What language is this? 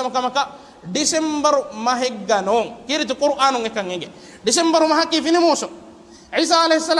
Divehi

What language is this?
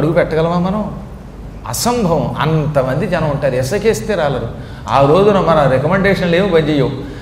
Telugu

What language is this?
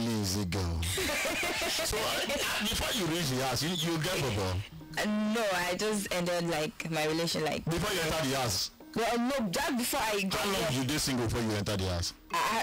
Nigerian Pidgin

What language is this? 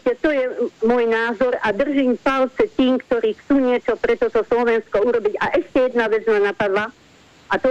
Slovak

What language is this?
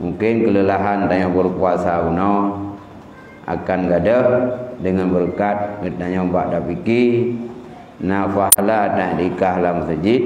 Achinese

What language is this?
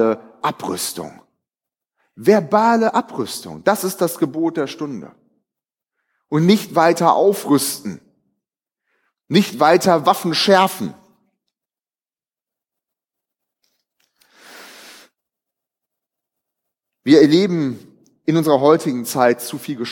German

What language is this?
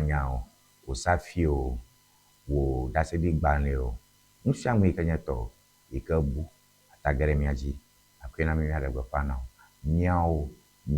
Ewe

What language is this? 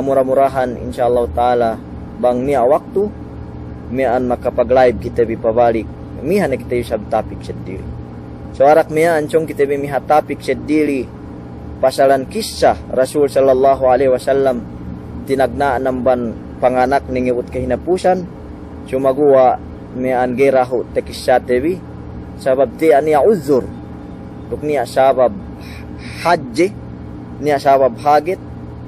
Yakan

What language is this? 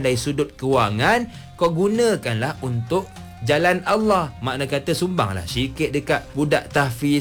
Malay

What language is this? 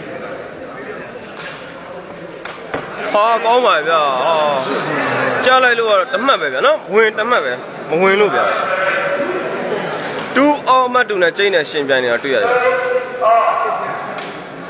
Burmese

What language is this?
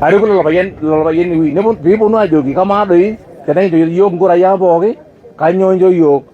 Masai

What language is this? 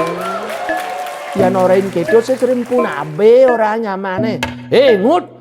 Balinese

